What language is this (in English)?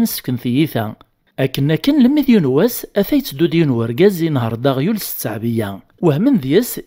Kabyle